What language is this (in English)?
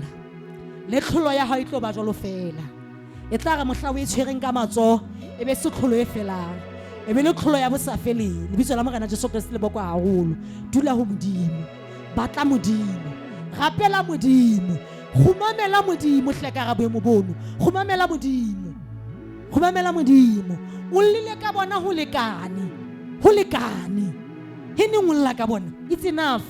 Southern Sotho